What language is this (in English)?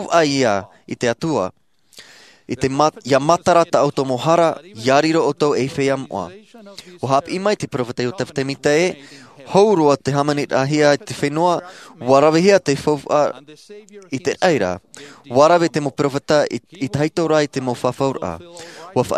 Tahitian